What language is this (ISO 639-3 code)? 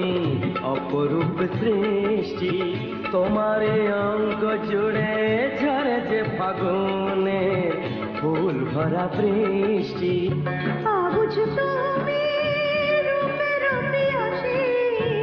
ben